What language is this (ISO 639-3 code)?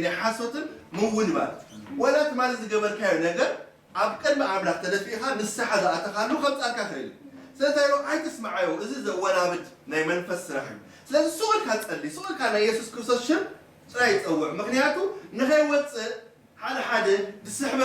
tir